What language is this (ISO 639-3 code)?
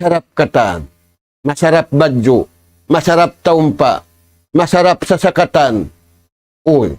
tsg